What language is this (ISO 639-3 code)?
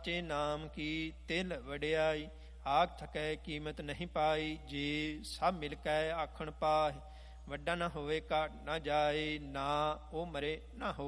pan